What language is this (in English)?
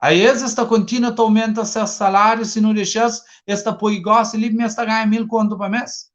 Kabuverdianu